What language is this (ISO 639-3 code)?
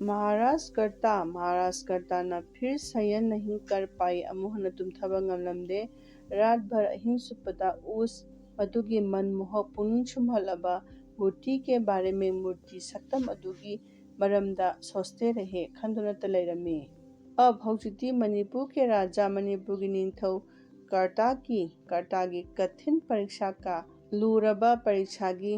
mni